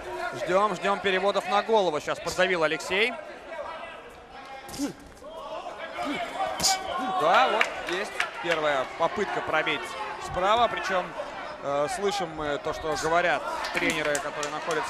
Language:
Russian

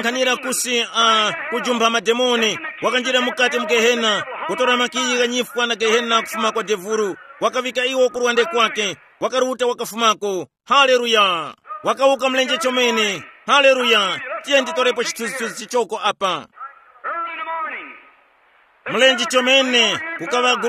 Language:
Tumbuka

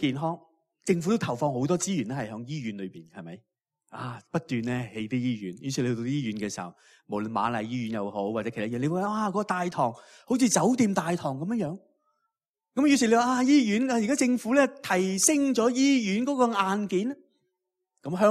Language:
Cantonese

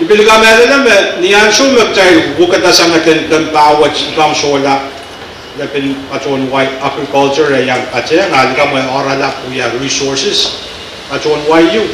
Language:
Pohnpeian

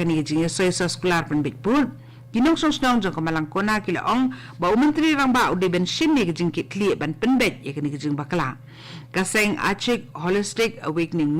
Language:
Khasi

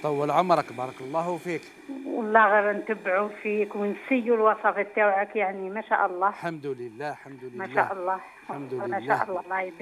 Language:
Algerian Arabic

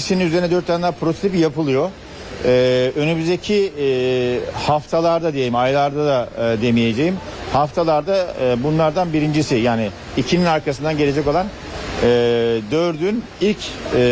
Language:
Turkish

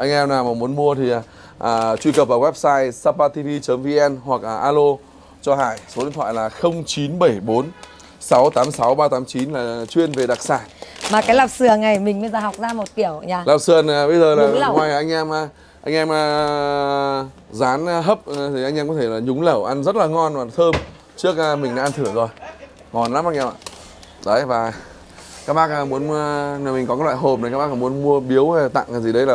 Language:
Vietnamese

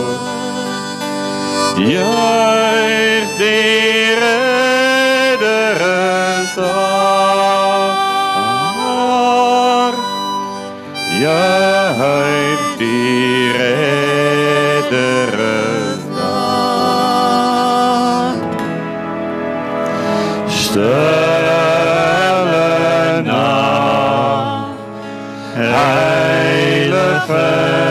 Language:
Afrikaans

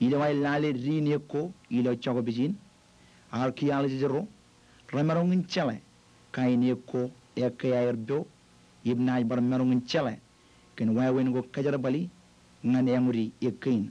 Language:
Marshallese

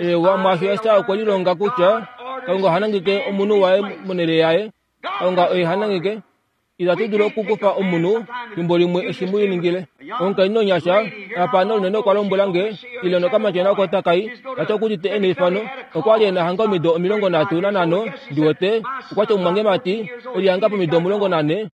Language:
Kuanyama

